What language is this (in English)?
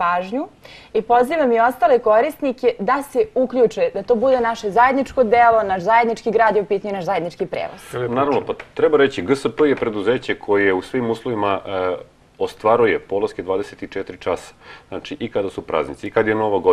Serbian